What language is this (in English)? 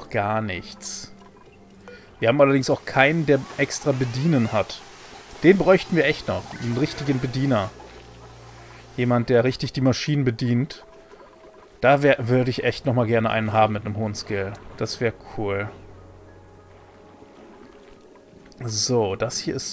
German